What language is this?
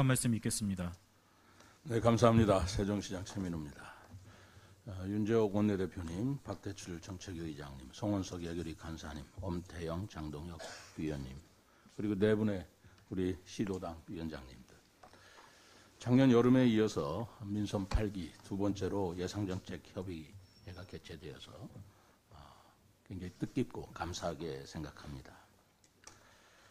Korean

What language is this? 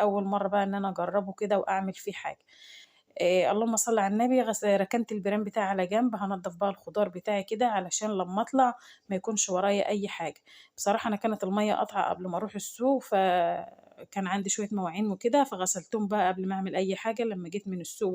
Egyptian Arabic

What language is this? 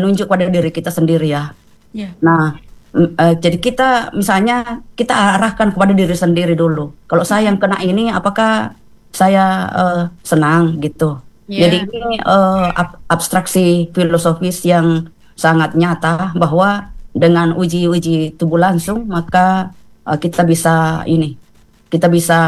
Indonesian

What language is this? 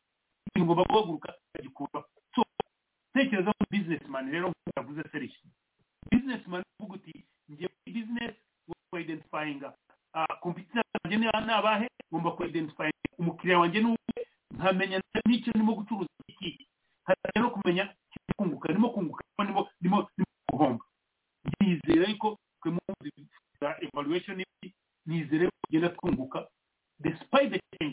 Kinyarwanda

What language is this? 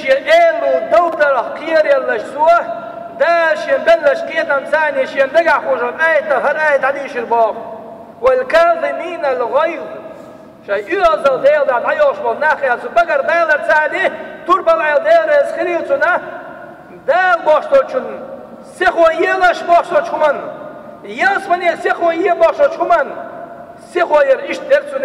Chechen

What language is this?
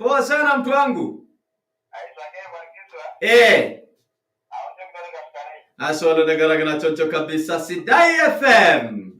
Masai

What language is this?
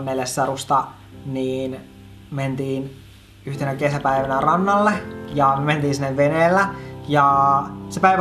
Finnish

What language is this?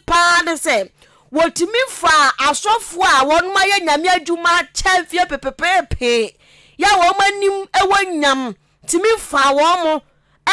Akan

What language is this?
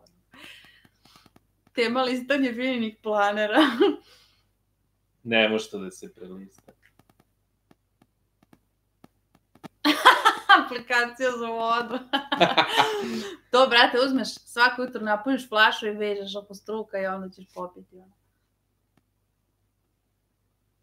Serbian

